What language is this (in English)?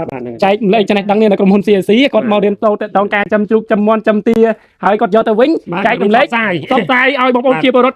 Khmer